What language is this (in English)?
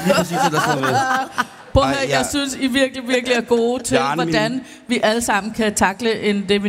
Danish